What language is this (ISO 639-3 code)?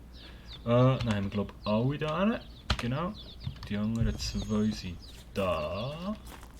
gsw